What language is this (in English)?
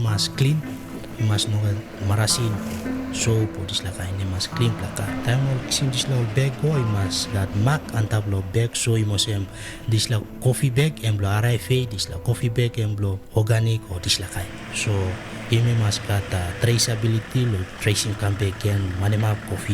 Tok Pisin